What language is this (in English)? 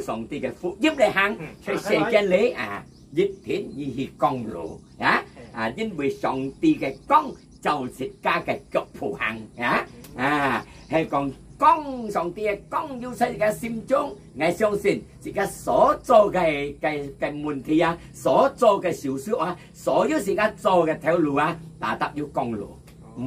Hakka Chinese